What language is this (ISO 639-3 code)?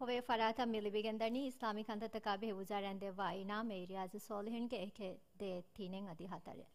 div